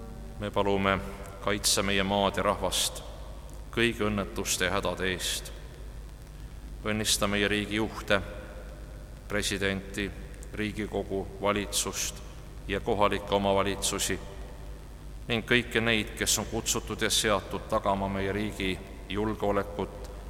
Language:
Estonian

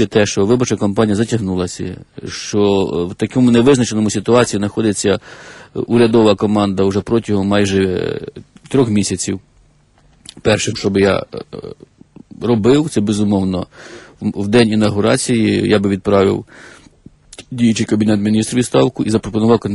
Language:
Ukrainian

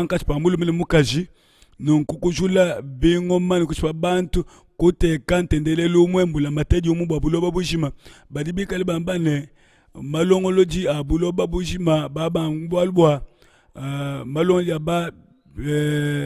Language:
Luba-Lulua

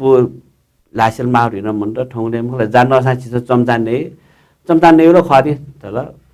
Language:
Newari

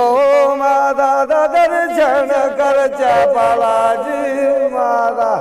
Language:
Dogri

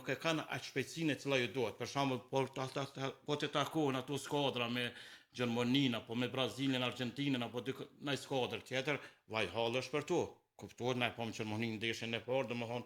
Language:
Albanian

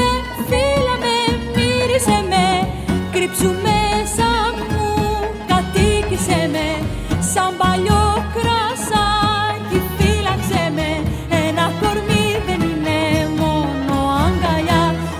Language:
Greek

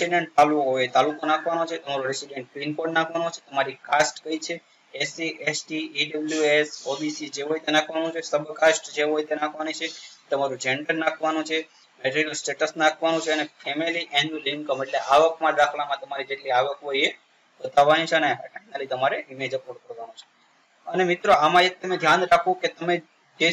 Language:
Gujarati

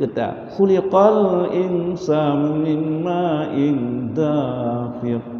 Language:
Achinese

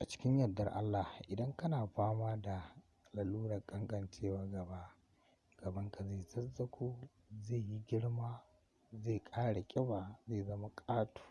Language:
Hausa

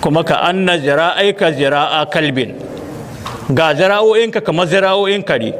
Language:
Hausa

